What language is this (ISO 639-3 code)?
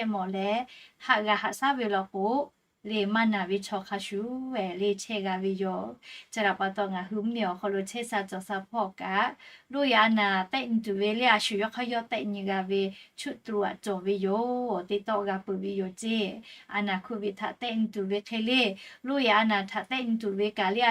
lhu